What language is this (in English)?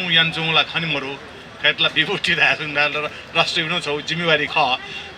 Newari